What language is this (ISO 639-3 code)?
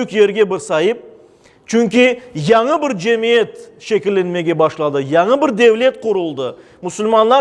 crh